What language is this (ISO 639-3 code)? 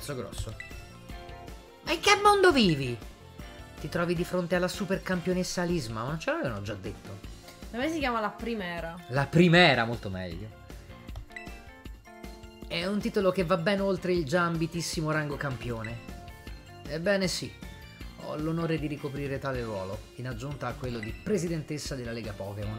ita